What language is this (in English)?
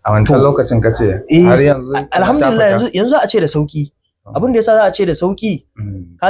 Hausa